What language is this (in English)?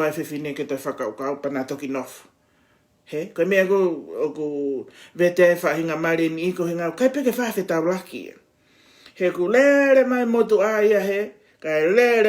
Tongan